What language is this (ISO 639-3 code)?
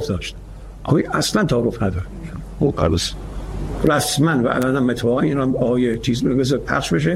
fas